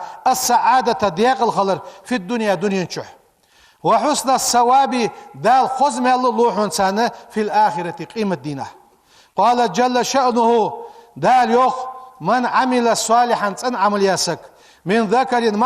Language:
Ingush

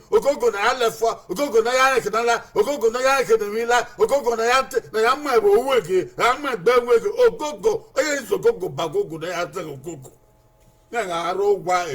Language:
Bini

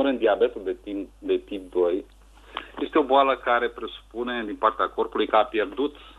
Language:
Romanian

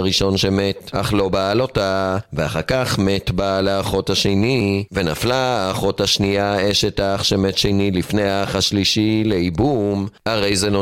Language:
Hebrew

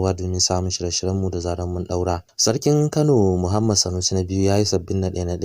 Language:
Hausa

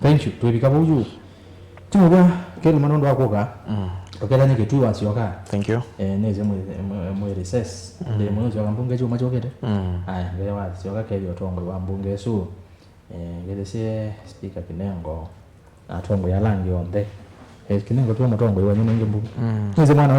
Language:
Kamba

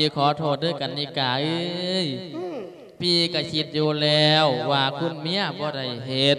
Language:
Lao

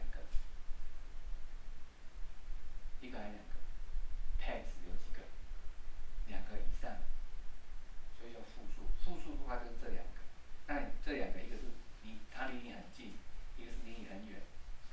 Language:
Chinese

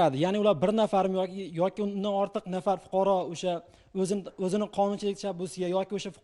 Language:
Uzbek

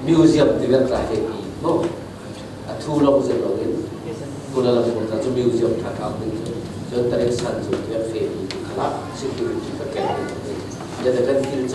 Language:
Falam Chin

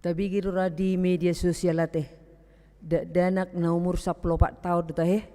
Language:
Batak Toba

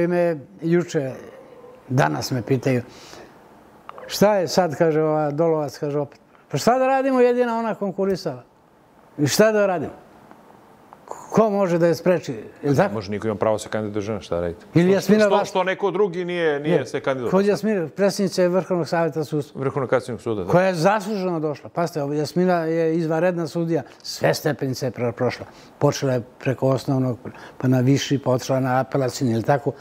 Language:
Serbian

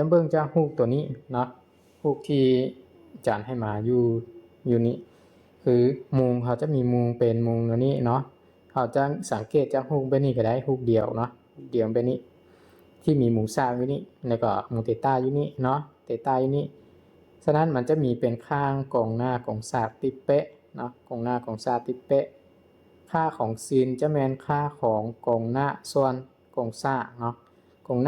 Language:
Lao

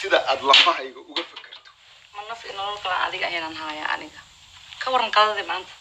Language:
Somali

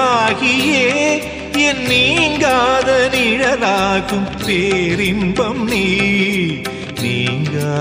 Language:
Tamil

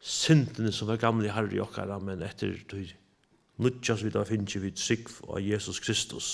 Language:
Faroese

